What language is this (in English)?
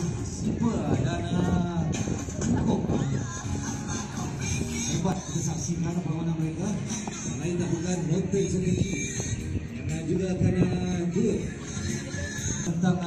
Malay